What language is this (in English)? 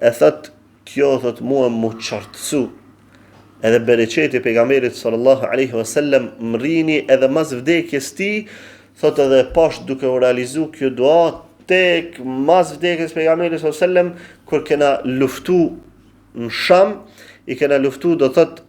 Albanian